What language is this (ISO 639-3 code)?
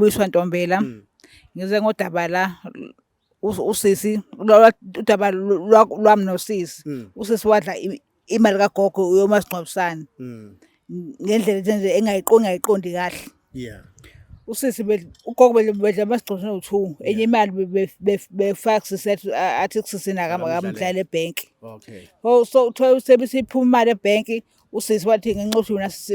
zul